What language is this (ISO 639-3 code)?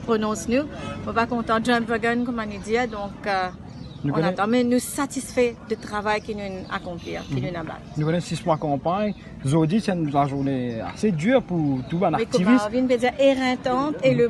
mfe